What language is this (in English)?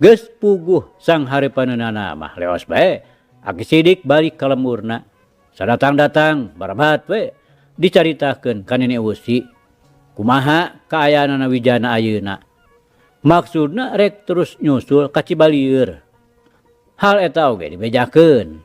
Sundanese